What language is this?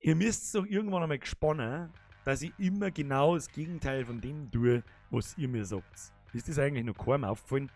Bavarian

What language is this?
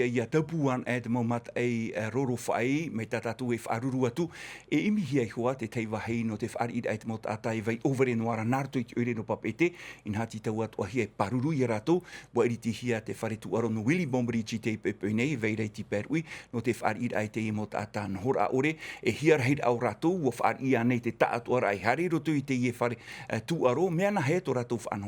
Tahitian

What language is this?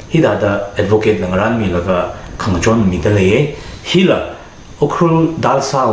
Tangkhul Naga (India)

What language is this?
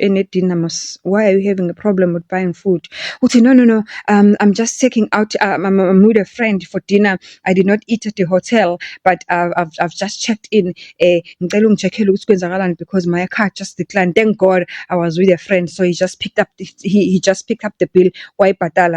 Zulu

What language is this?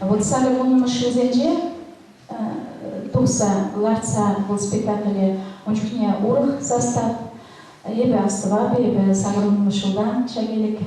Chuvash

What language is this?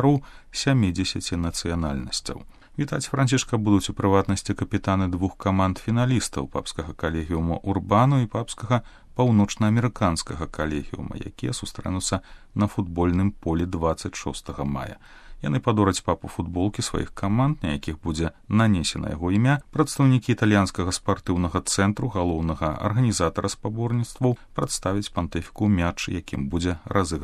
Belarusian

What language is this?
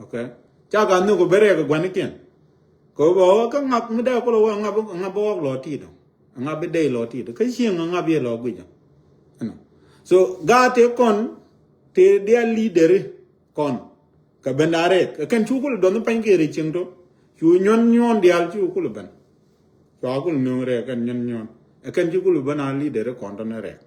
Nuer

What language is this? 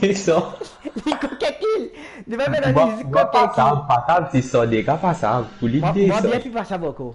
Morisyen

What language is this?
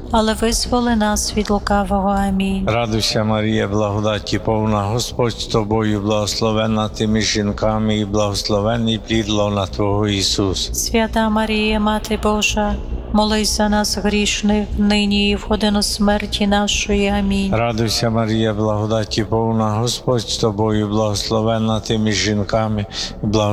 Ukrainian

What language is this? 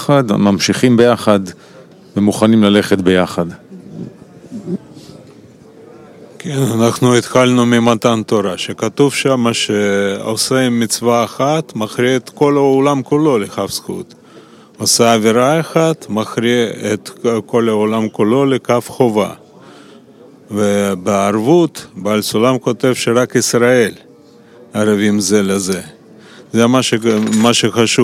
Hebrew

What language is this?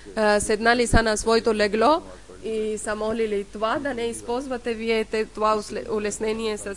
Bulgarian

